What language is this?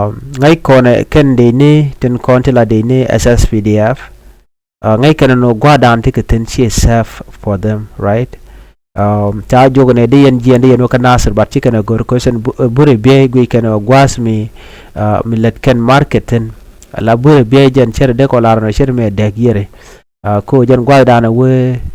Nuer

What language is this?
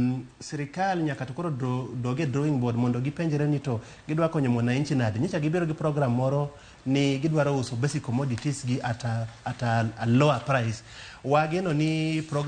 Luo (Kenya and Tanzania)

